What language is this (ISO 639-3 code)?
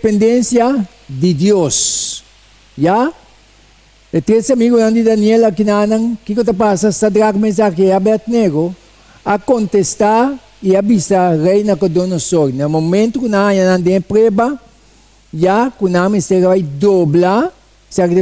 pap